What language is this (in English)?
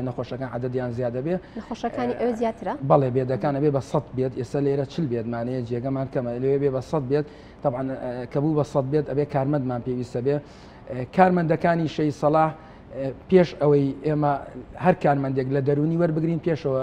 Central Kurdish